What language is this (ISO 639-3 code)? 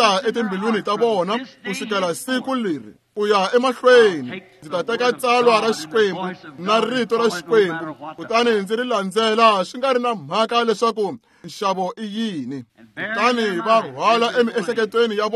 tso